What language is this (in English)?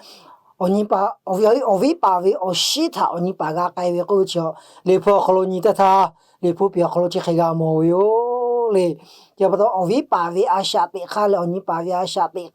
Lahu